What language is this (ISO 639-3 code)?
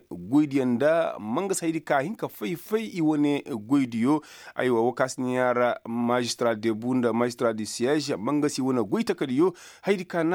ses